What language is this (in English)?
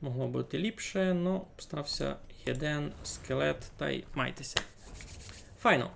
Rusyn